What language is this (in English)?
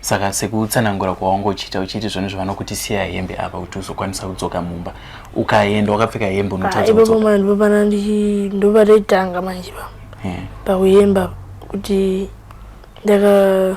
Shona